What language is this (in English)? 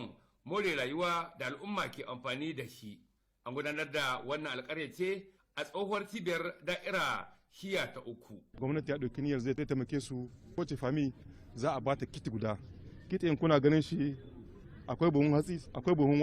Hausa